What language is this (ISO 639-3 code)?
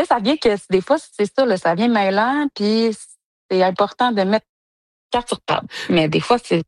fra